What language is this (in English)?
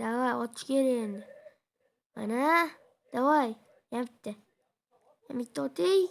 Uzbek